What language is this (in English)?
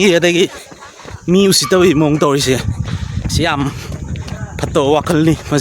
Manipuri